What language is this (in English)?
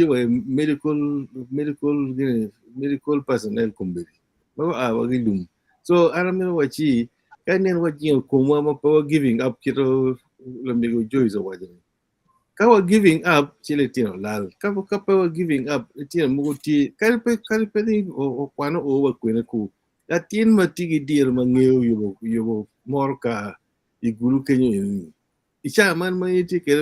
Acoli